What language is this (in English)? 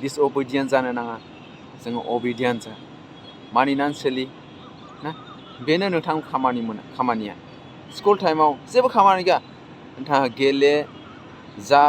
Bodo